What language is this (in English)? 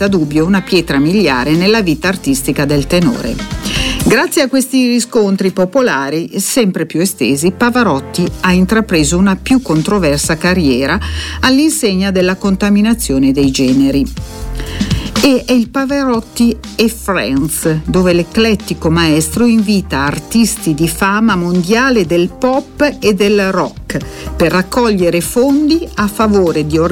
Italian